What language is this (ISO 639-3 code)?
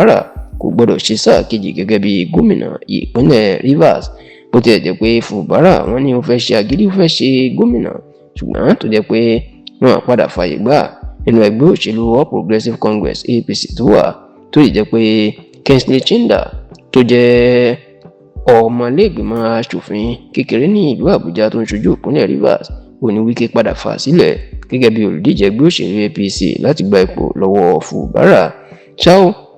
yor